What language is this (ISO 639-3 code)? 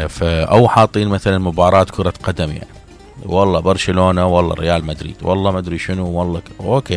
acm